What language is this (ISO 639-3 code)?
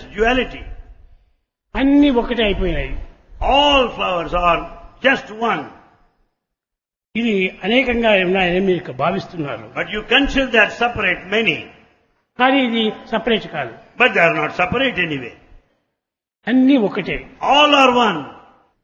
tel